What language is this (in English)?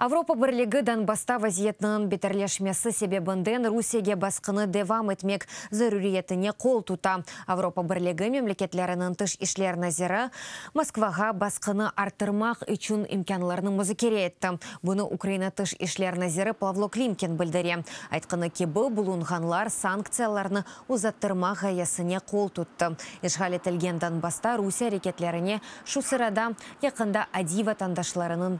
Crimean Tatar